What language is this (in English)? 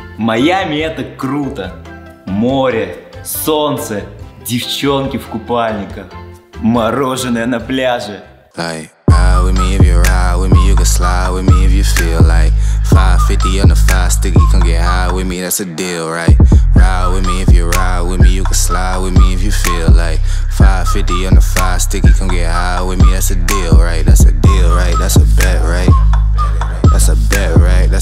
Russian